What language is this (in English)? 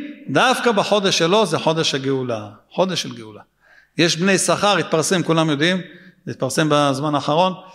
Hebrew